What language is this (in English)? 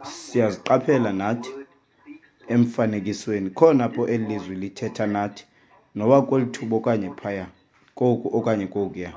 Xhosa